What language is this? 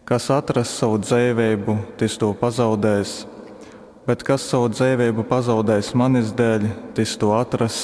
Latgalian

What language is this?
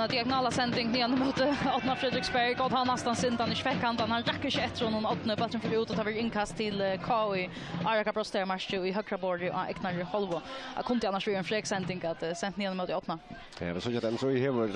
Faroese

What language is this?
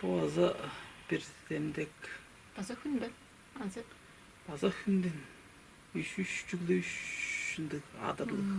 Tuvinian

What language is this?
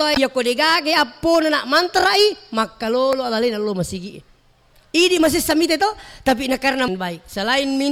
Buginese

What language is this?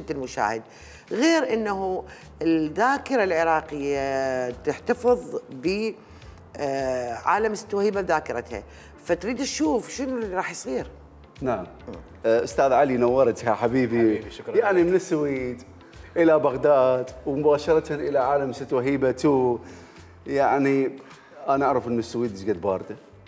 Mesopotamian Arabic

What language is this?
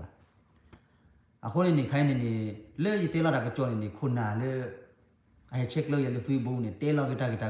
S'gaw Karen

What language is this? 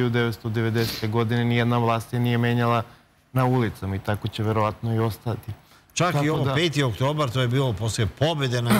Serbian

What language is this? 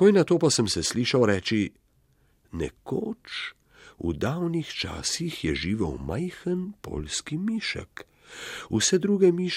Slovenian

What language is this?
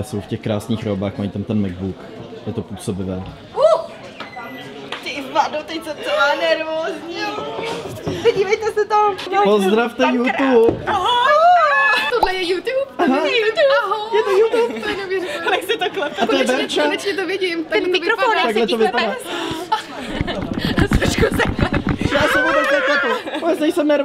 Czech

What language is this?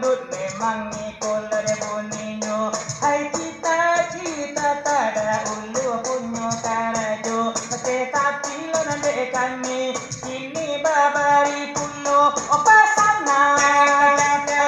Minangkabau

